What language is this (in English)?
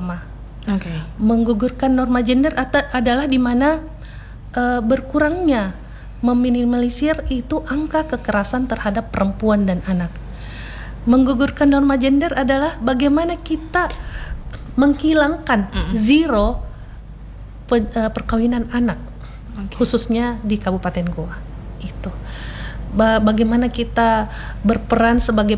Indonesian